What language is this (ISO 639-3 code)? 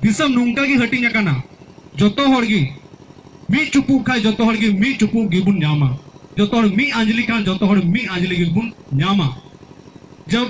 sat